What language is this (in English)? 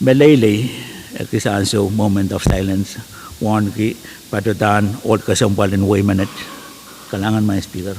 Pohnpeian